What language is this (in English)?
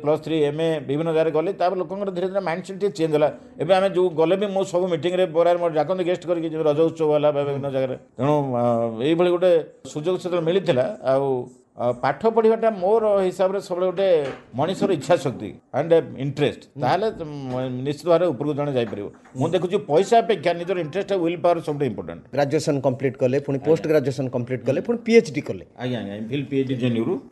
Odia